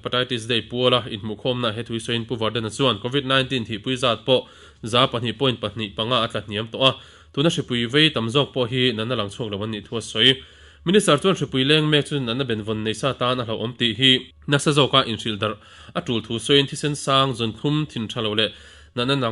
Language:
Mizo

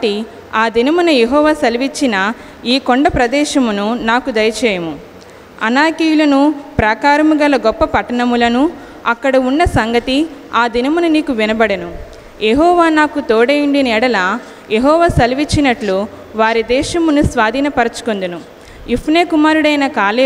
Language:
Telugu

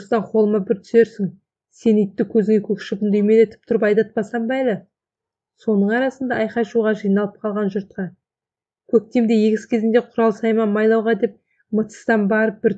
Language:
Kazakh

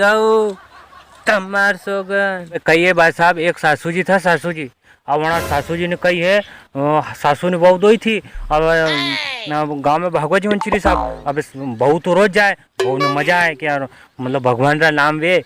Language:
Rajasthani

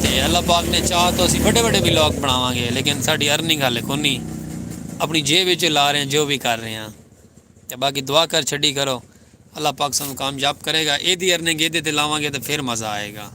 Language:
Saraiki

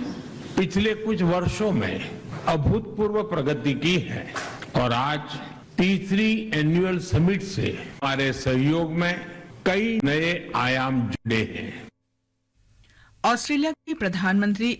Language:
Hindi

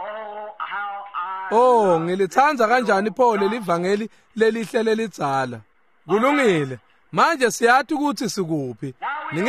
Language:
Swati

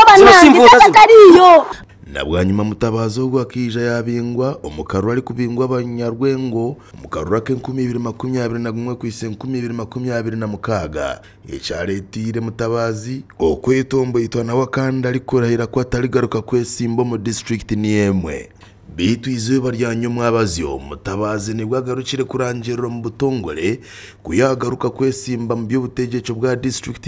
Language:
Nyankole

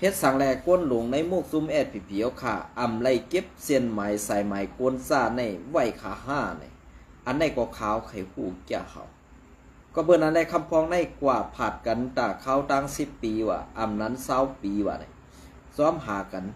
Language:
Shan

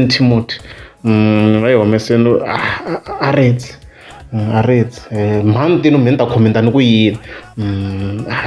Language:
Tsonga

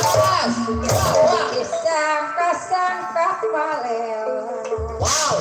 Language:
Betawi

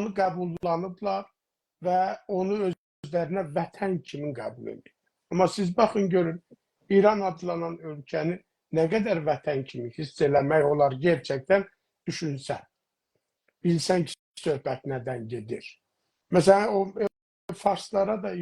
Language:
South Azerbaijani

